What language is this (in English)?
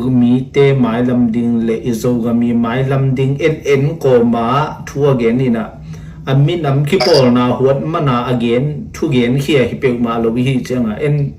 Tedim Chin